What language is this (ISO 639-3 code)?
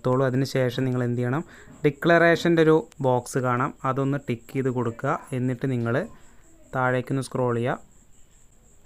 mal